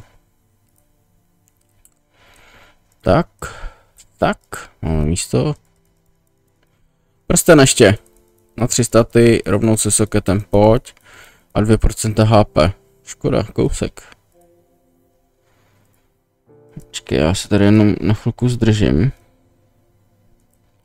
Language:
Czech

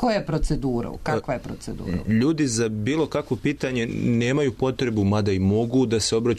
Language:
Serbian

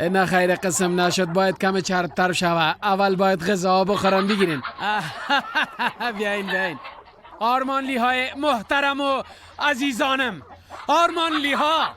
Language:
Persian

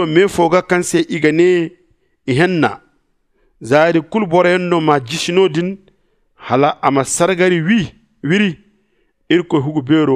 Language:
Zarma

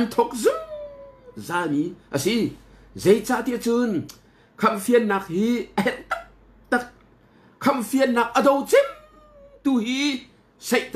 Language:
Hakha Chin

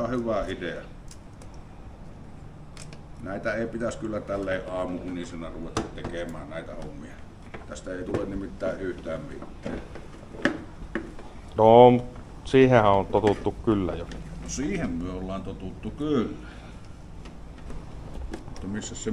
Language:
Finnish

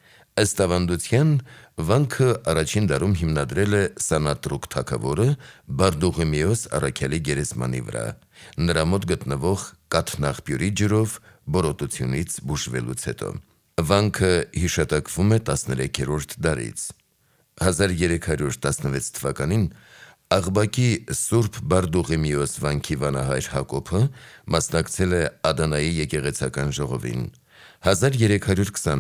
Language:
Armenian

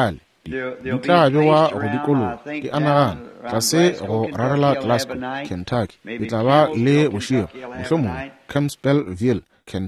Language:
Northern Sotho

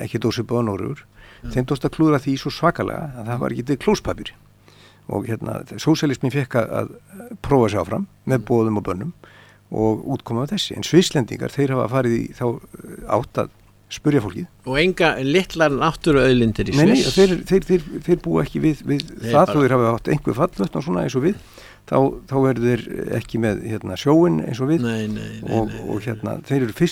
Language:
Icelandic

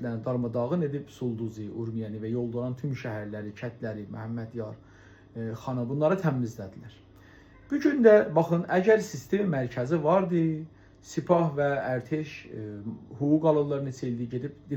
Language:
South Azerbaijani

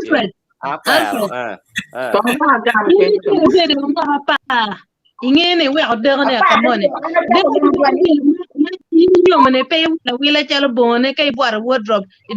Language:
Acoli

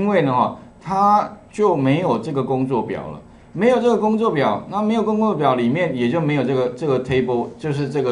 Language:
Chinese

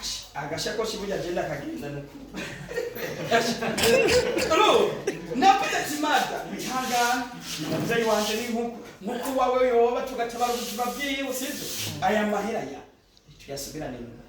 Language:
Rundi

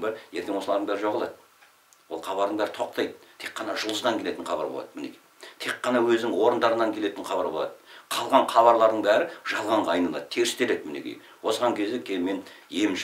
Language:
Kazakh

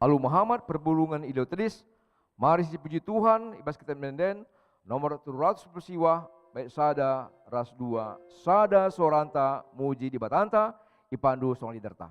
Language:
Batak Karo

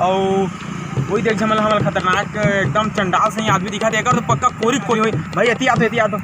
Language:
Chhattisgarhi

